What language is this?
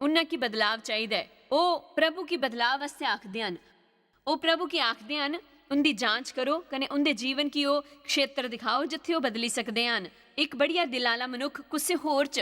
Dogri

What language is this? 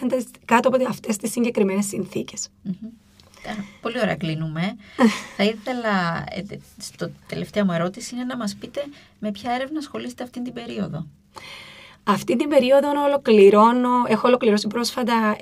Greek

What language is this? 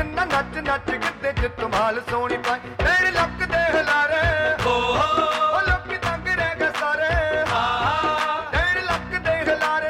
Punjabi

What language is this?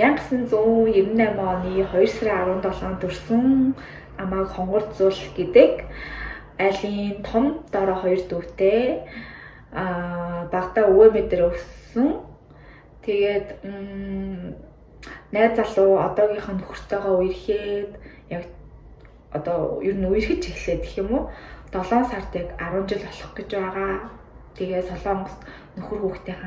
Mongolian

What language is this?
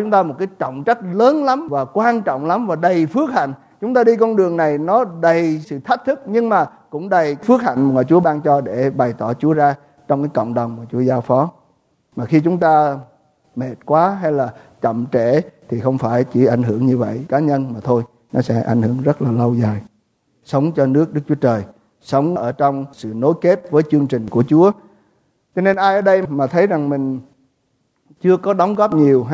Vietnamese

